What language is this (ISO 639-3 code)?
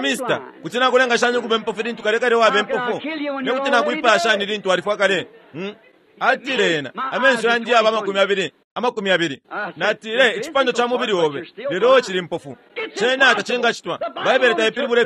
bem